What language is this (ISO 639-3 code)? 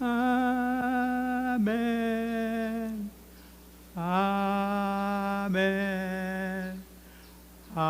pon